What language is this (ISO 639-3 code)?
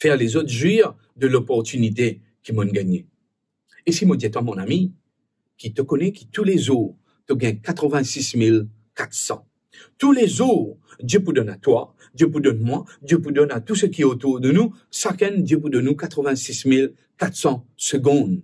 mfe